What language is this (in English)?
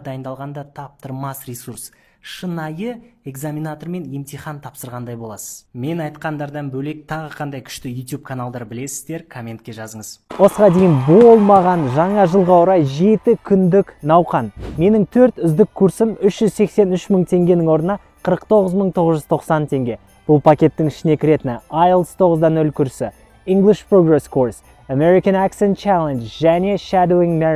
Kazakh